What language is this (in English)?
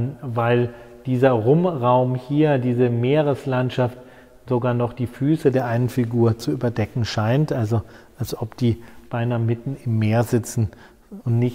German